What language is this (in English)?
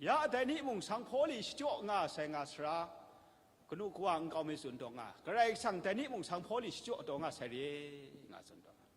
Kachin